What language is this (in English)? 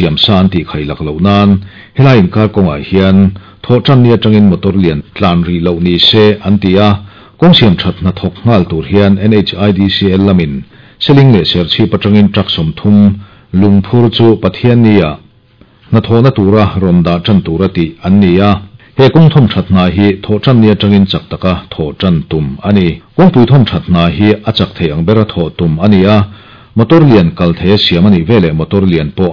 Mizo